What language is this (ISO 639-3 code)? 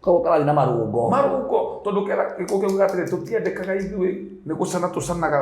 kik